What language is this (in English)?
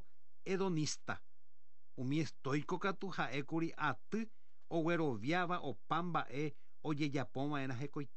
Guarani